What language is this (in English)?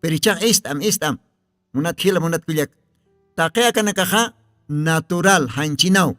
Aymara